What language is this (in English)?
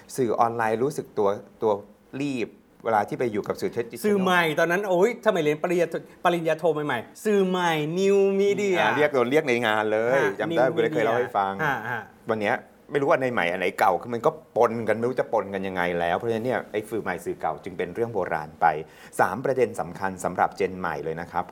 Thai